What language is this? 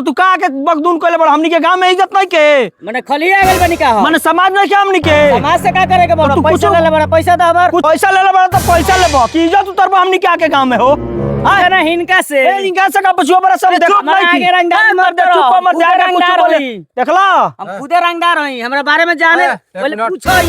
Bhojpuri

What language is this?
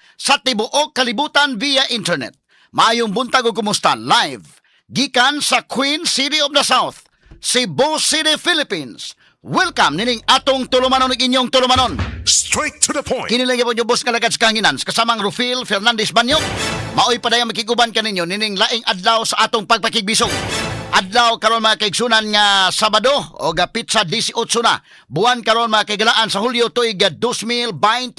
Cebuano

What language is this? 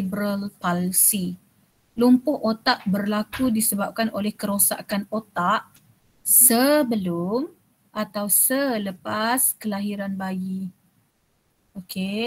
Malay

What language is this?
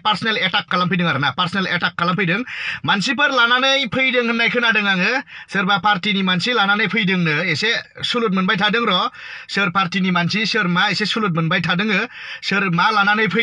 Bodo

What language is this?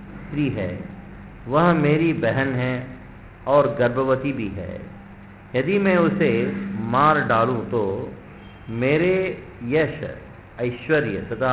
Hindi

